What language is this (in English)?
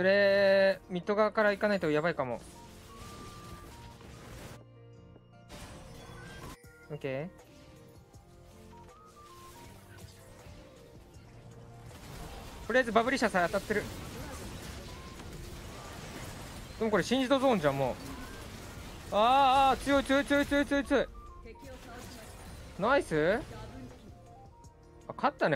Japanese